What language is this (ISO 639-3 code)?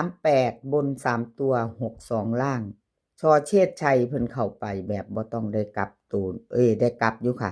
tts